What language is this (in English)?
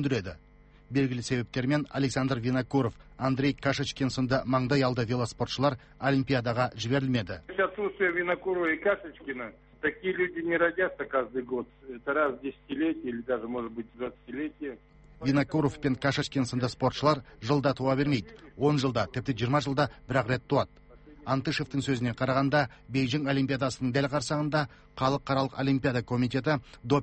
Kazakh